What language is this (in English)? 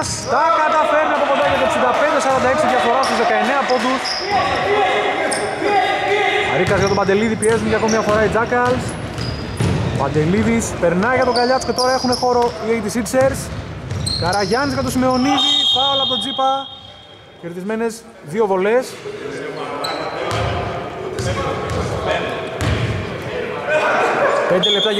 Greek